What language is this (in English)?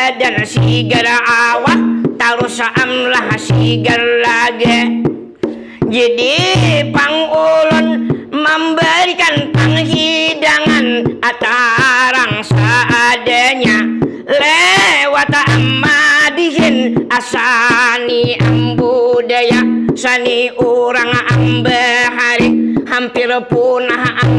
Banjar